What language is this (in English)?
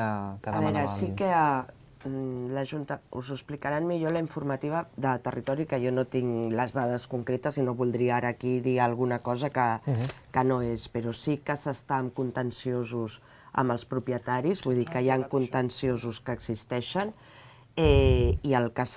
Catalan